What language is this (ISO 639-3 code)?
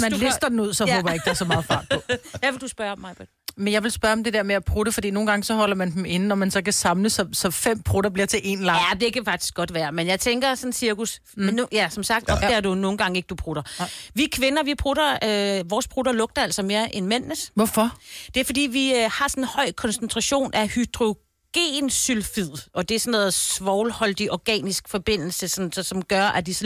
dan